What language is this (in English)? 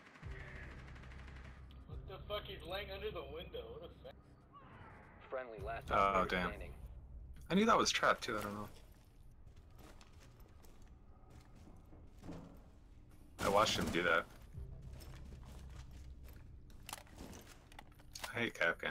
English